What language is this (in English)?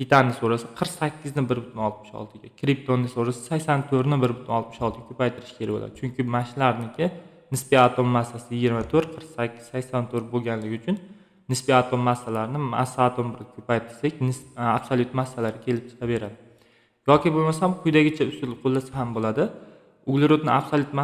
Uzbek